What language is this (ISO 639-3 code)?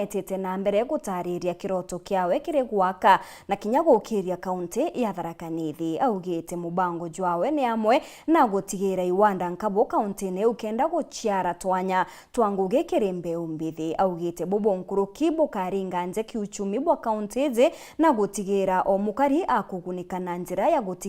mer